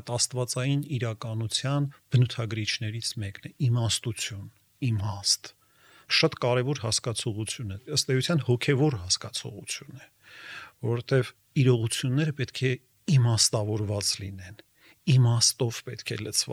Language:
Armenian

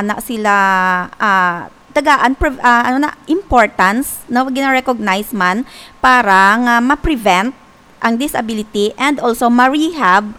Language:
Hiligaynon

